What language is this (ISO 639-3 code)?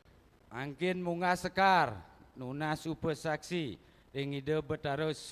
ban